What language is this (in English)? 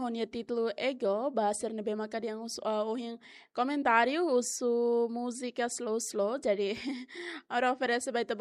Tetum